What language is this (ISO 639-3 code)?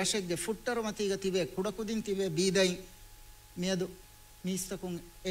div